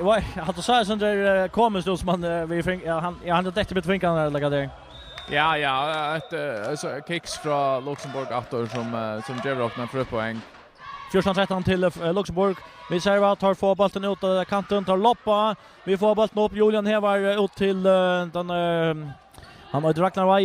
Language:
Faroese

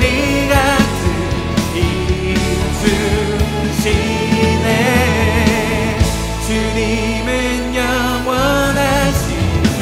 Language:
Korean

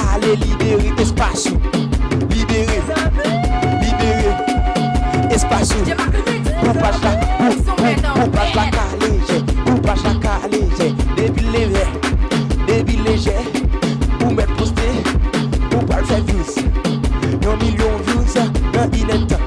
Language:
Haitian Creole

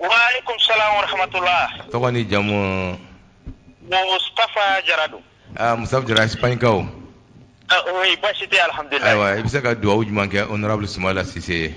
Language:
Bambara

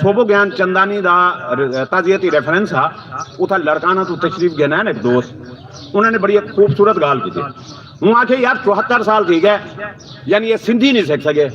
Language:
Saraiki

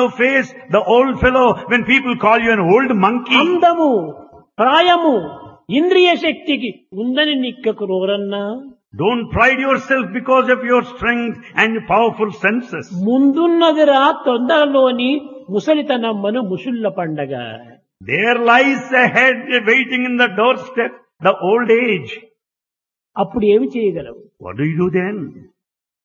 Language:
Telugu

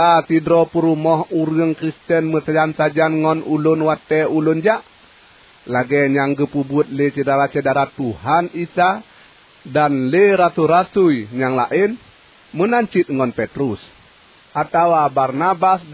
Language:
Achinese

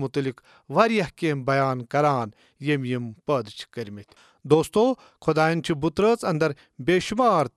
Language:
Kashmiri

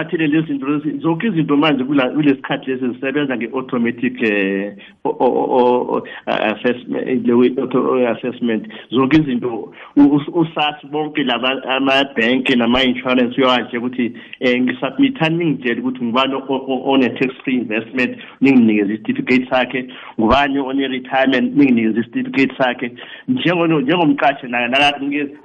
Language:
South Ndebele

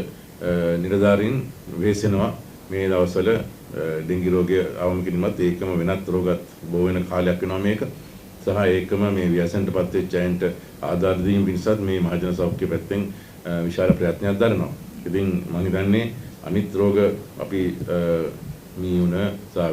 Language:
Sinhala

